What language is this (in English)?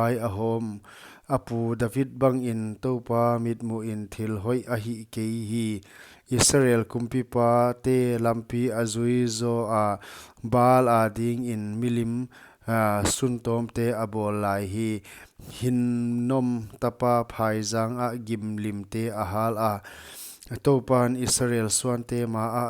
Paite Chin